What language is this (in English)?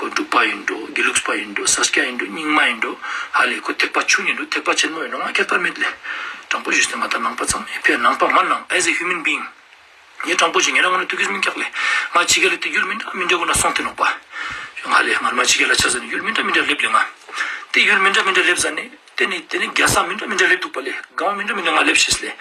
Ladakhi